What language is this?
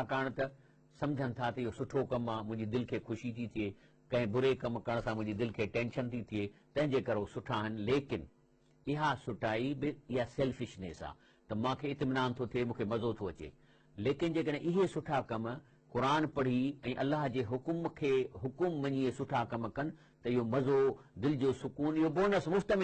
Sindhi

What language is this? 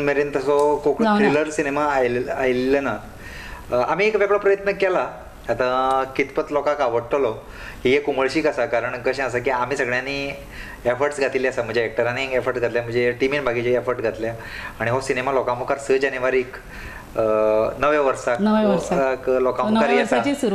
Konkani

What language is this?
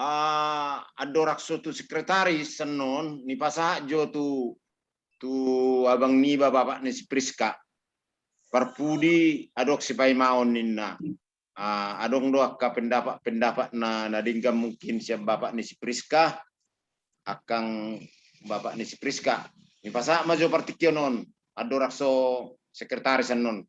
Batak Toba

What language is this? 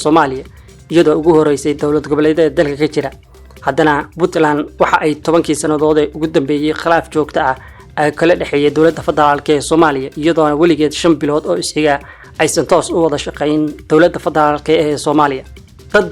Somali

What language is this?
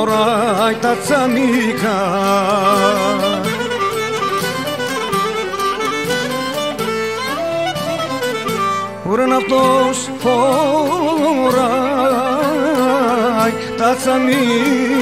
Greek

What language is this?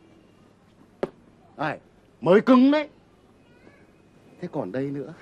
Vietnamese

